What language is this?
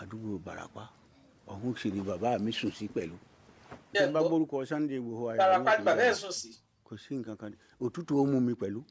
Yoruba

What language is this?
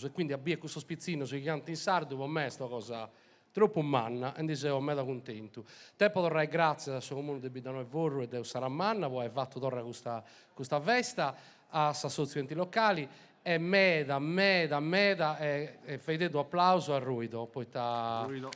Sardinian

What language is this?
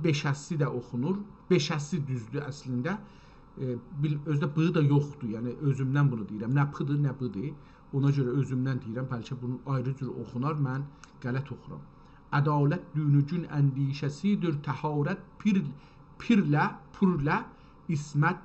South Azerbaijani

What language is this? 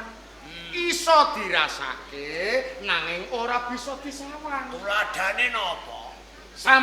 Javanese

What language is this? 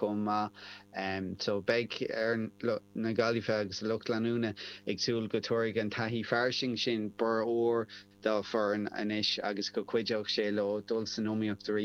Irish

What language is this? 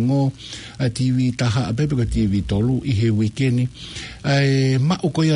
Tongan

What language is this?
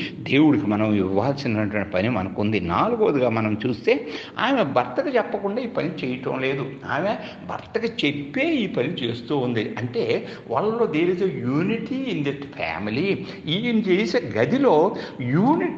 Telugu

